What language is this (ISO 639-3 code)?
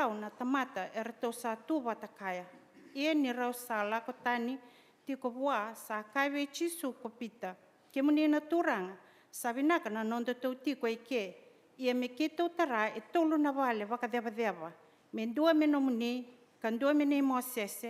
fij